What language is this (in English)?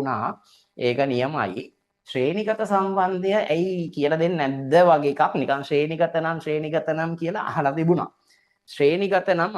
Sinhala